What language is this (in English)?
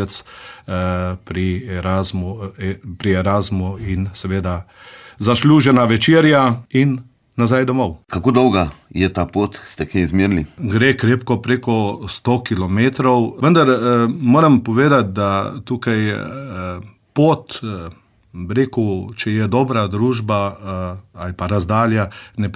Slovenian